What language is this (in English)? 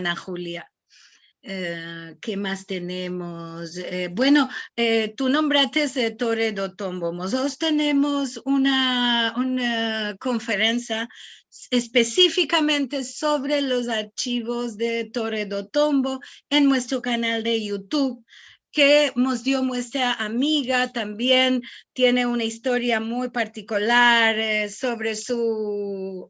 Ladino